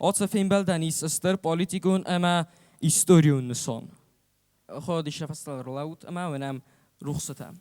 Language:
Ossetic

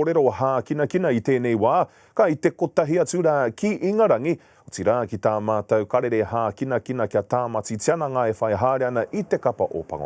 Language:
Māori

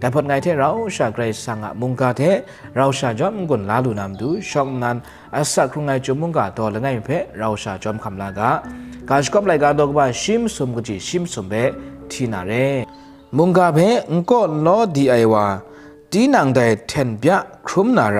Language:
Kachin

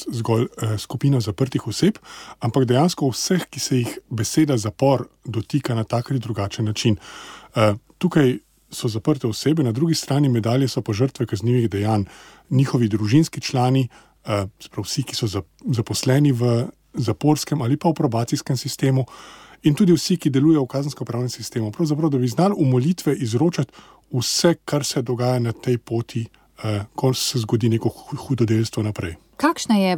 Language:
Slovenian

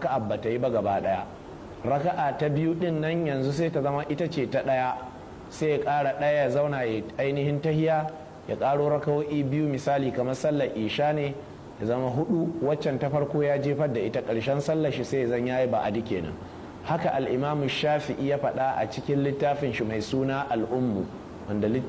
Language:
Hausa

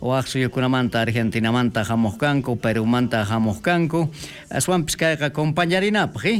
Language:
South Bolivian Quechua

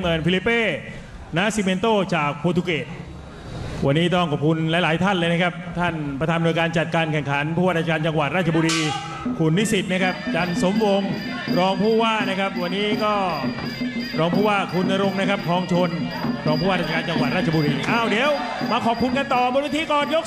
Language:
Thai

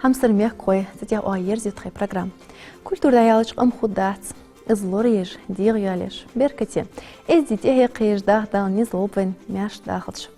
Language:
Ingush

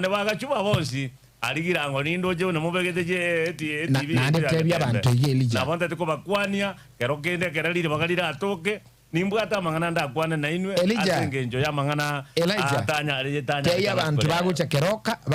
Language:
Gusii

